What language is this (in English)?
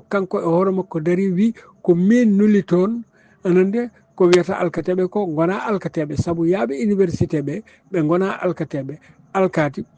Fula